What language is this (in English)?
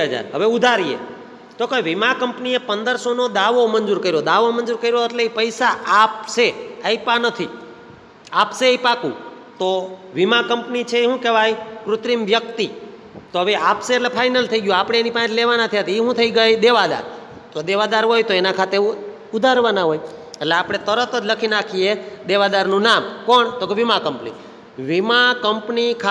Gujarati